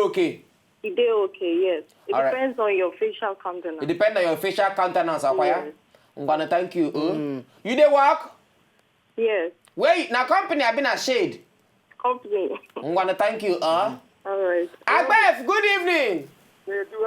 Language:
Nigerian Pidgin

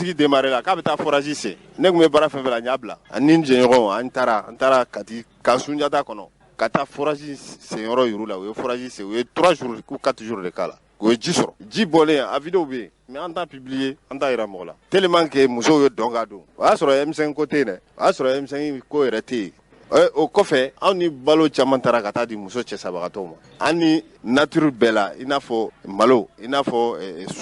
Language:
Bambara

